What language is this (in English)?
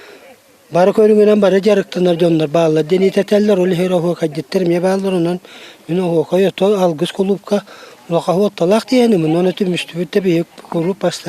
Yakut